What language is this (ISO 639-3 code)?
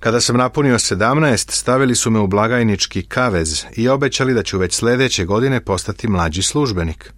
srp